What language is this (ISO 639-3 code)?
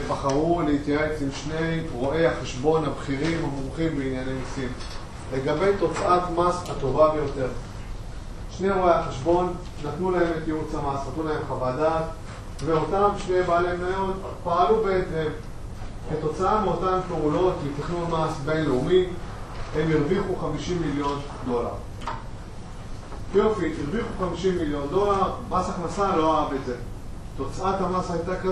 heb